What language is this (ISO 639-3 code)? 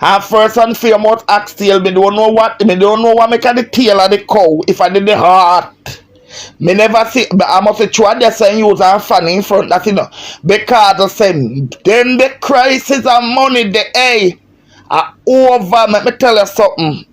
jam